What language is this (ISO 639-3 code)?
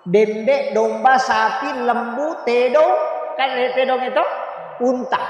bug